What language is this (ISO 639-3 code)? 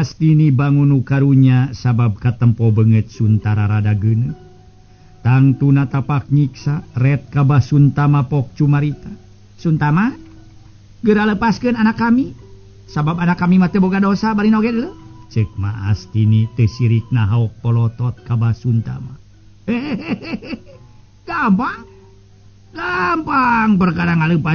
sun